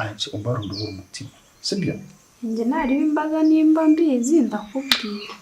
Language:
Kinyarwanda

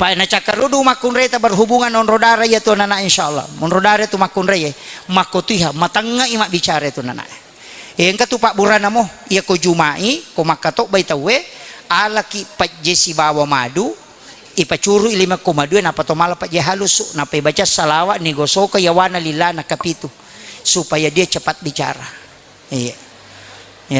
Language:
Buginese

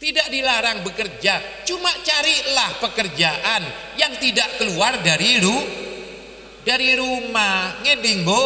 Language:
Madurese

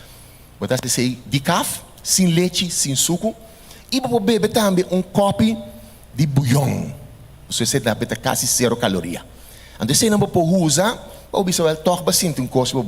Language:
Papiamento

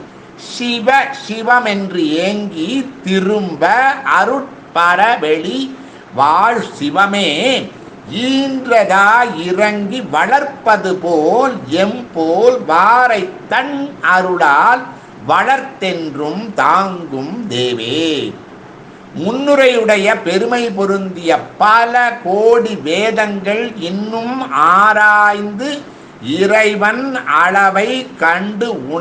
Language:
Tamil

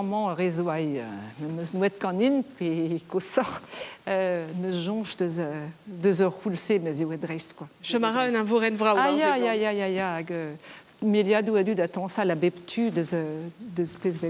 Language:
Breton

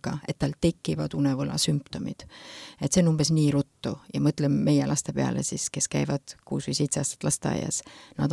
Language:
Estonian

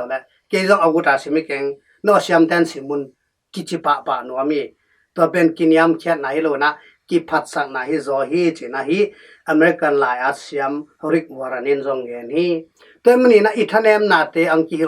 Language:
Tedim Chin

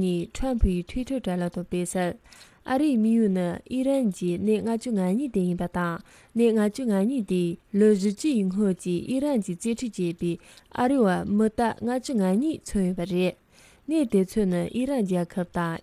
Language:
Tibetan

